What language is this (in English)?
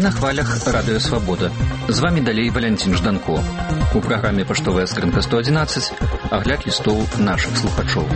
Belarusian